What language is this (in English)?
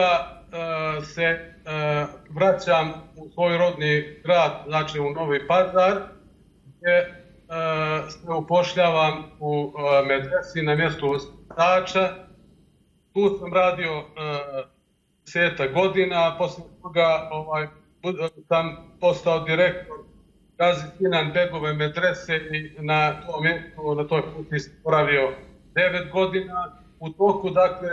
Bosnian